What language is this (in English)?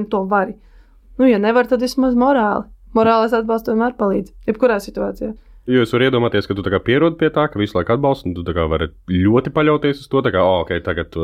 Latvian